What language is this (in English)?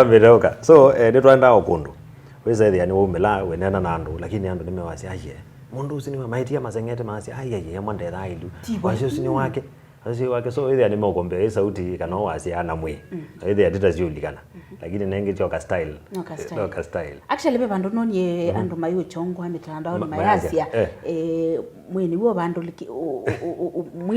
Kamba